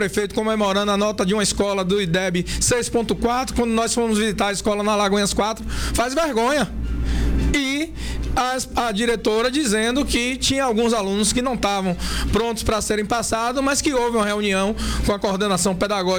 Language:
Portuguese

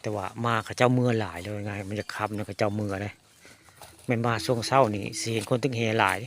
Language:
Northeastern Thai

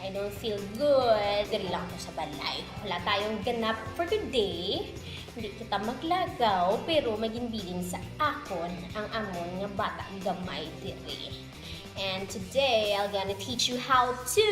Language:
Hiligaynon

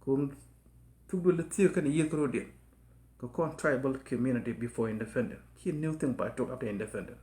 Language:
Nuer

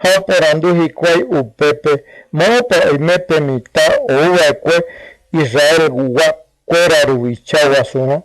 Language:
Guarani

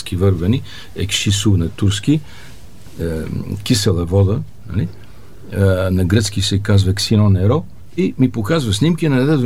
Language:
Bulgarian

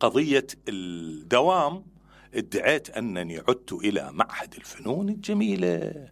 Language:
Mesopotamian Arabic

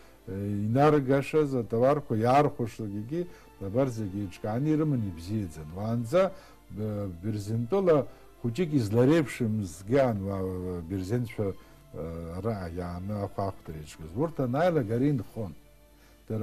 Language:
Abkhazian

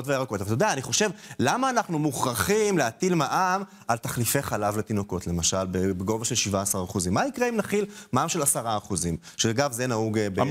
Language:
Hebrew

